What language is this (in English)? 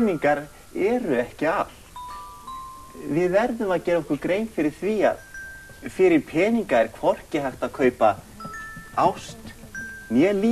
Icelandic